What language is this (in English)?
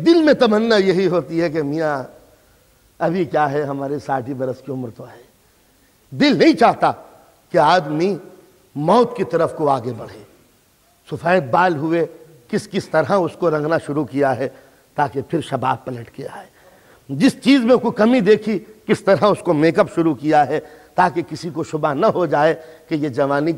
Urdu